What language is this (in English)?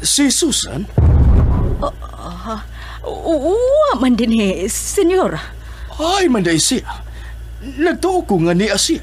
Cebuano